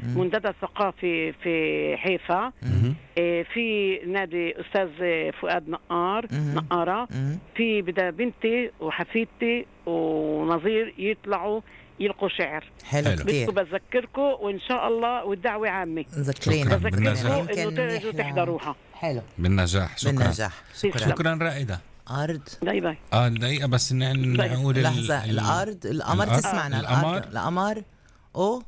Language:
North Levantine Arabic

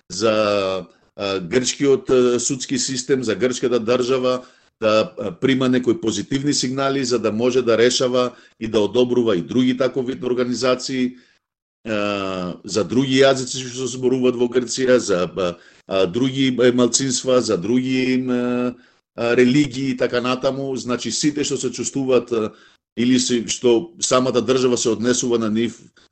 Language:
Macedonian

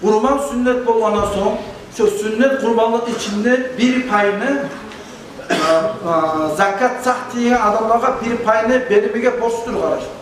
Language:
Kumyk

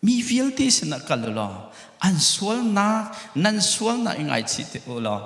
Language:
Hakha Chin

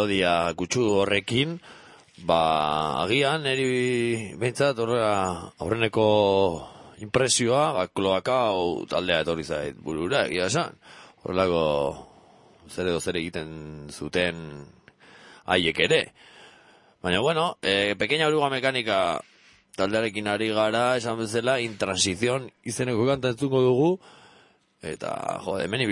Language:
Basque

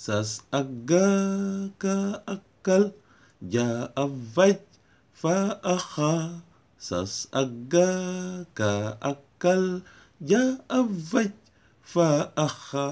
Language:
Wolof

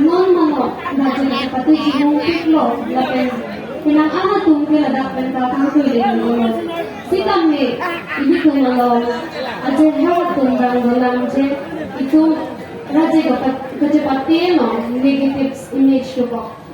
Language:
Karbi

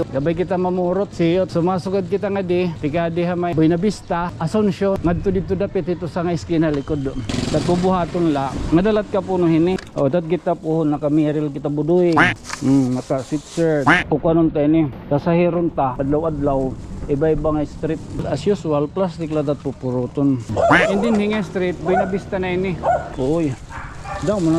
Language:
Waray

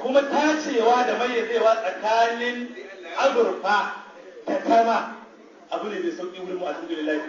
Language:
Hausa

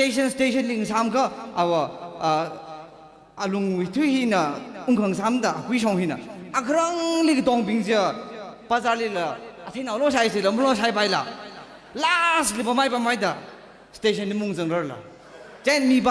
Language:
Tangkhul Naga (India)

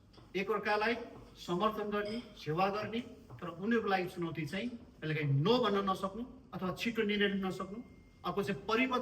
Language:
Nepali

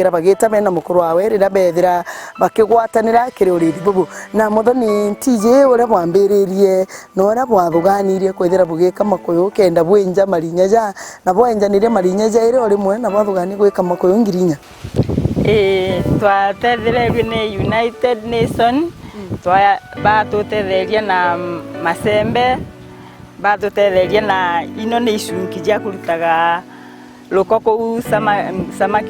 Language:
Meru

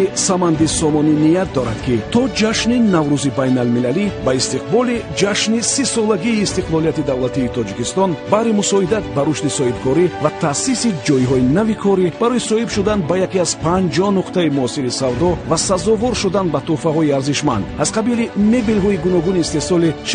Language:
Tajik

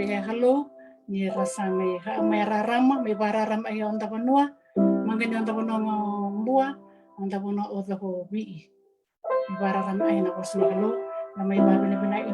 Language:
Fijian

